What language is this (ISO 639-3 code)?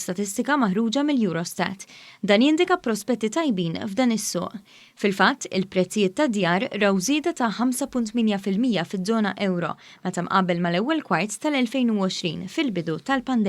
mlt